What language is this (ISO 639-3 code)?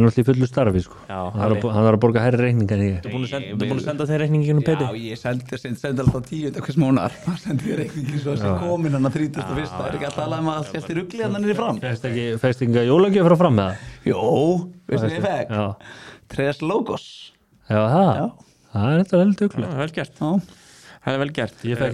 isl